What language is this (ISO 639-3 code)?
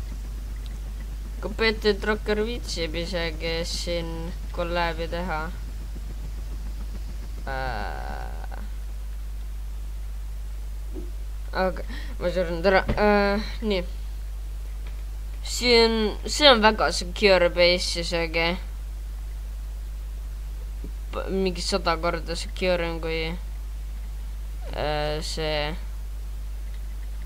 est